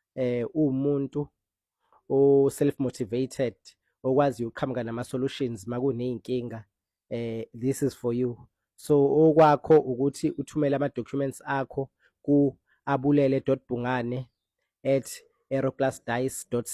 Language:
Zulu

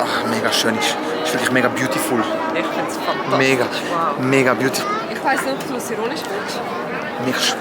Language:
Swiss German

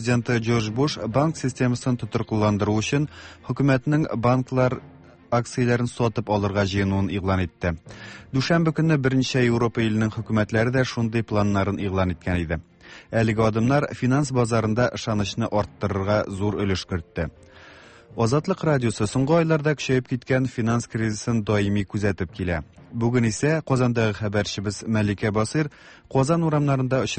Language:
Tatar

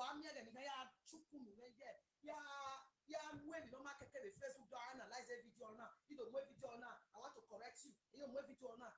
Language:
Nigerian Pidgin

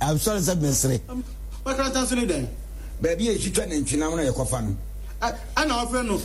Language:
Akan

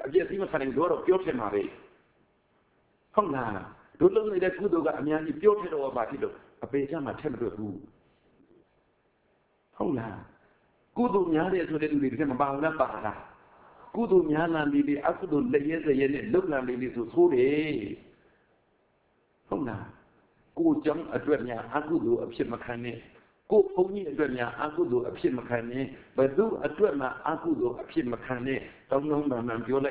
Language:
Burmese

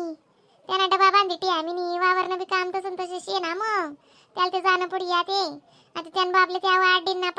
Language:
Khandesi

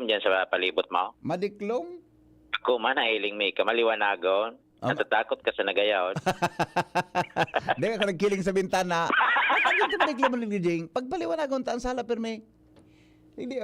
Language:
Bikol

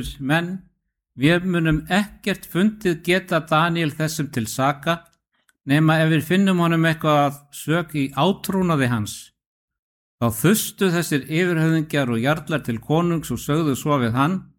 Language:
Icelandic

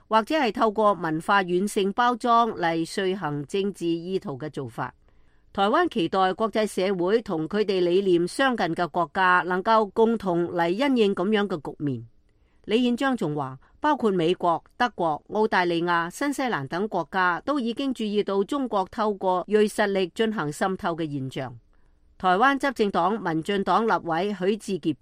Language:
Cantonese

